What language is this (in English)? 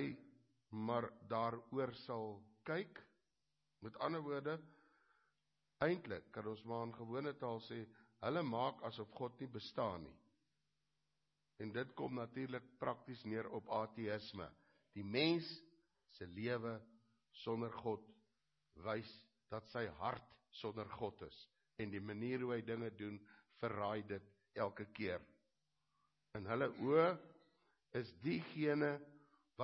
Afrikaans